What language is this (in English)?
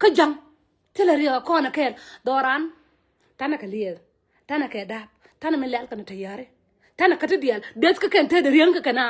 Nuer